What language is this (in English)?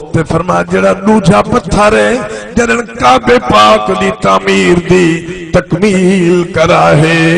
Saraiki